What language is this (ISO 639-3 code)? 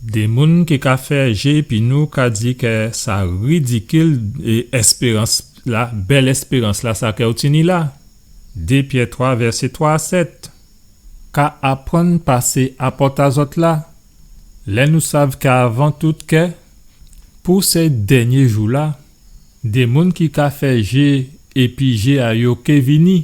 gcf